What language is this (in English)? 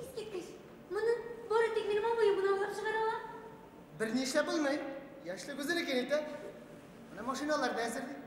Bashkir